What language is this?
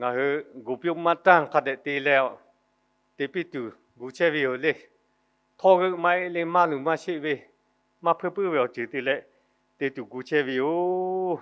Lahu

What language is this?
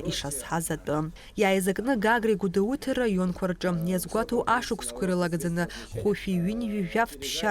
Abkhazian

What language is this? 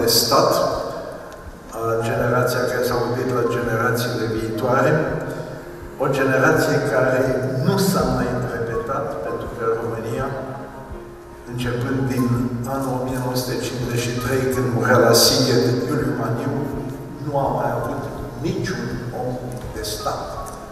Romanian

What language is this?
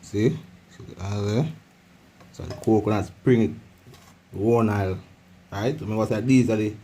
Jamaican Creole English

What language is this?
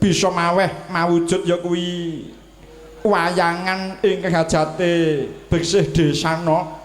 Javanese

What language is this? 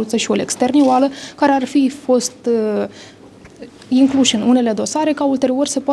Romanian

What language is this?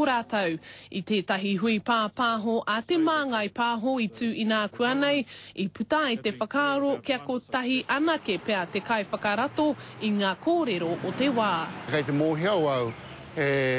Māori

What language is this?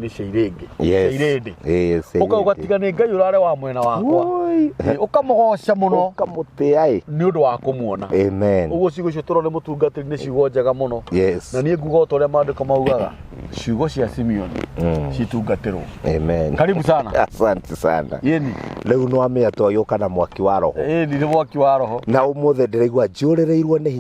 Kikuyu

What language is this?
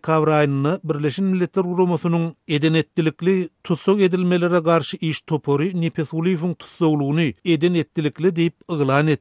Turkmen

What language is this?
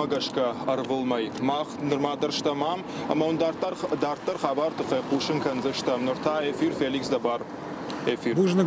Ossetic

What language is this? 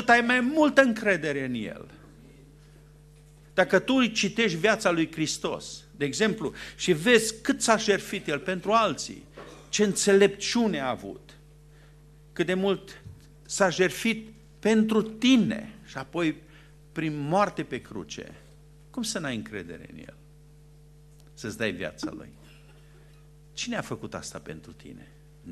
Romanian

